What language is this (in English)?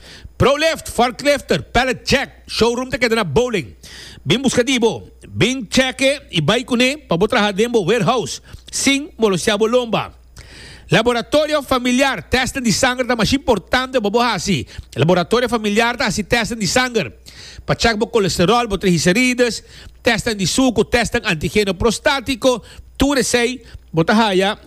Papiamento